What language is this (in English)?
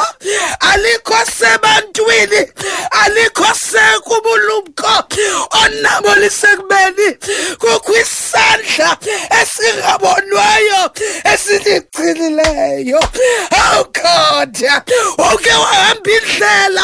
Xhosa